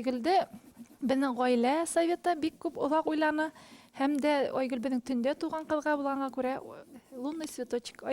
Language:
Bashkir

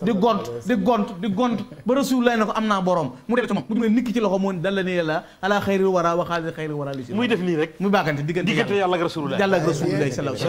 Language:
Wolof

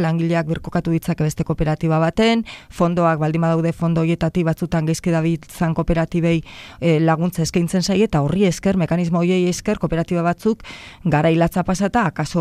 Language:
Basque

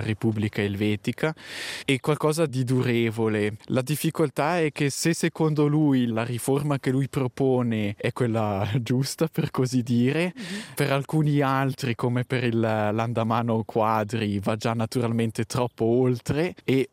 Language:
Italian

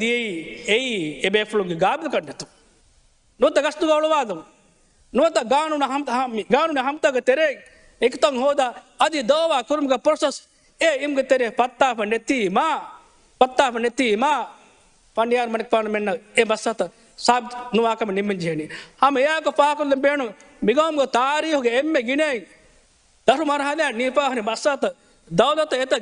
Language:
Divehi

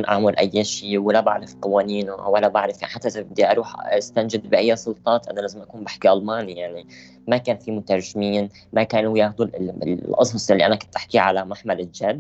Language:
North Levantine Arabic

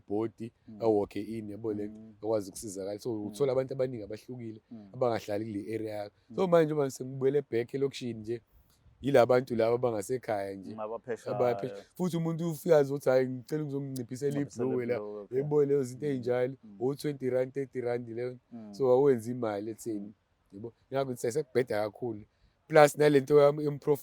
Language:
Zulu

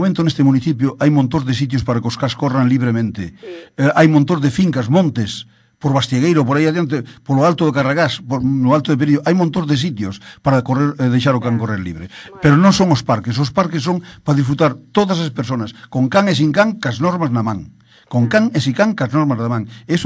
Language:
Galician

